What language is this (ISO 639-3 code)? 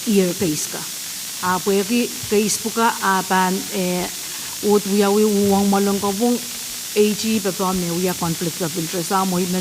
pon